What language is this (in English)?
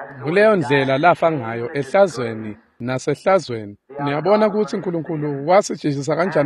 Swati